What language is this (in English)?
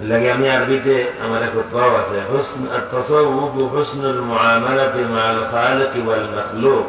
Sylheti